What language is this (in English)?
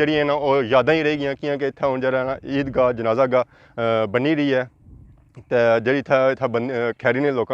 Pahari-Potwari